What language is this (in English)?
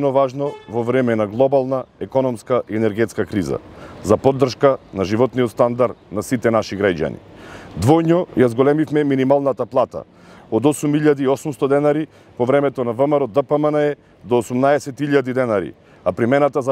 Macedonian